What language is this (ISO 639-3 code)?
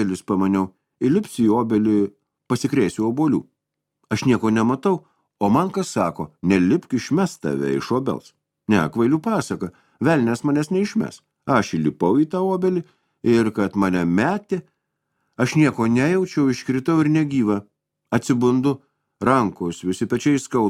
lit